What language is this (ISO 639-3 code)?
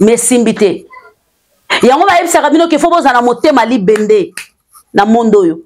lin